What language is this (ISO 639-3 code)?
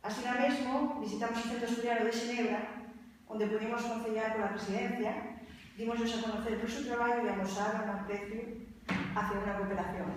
ast